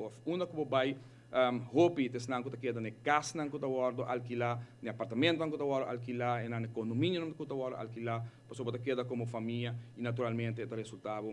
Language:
Papiamento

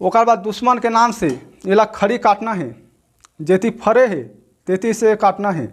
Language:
Chhattisgarhi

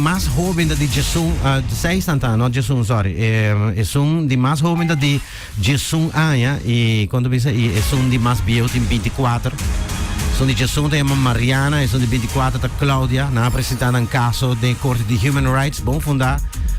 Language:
Papiamento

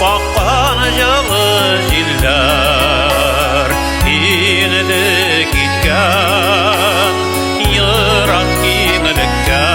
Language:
Tatar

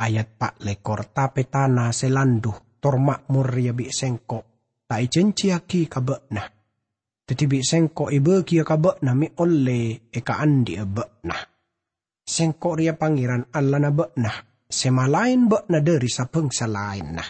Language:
Madurese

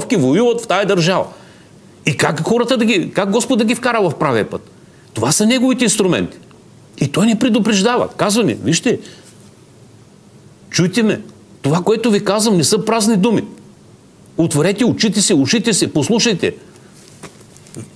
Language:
Bulgarian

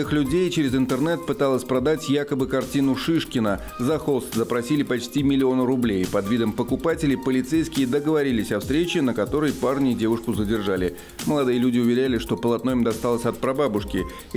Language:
Russian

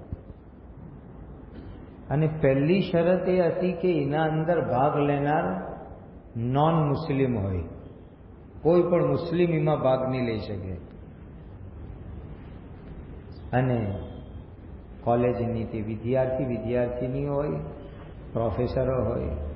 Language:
Gujarati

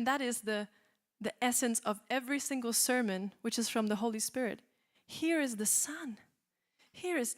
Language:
English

